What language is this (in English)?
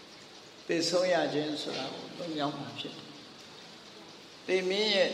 Burmese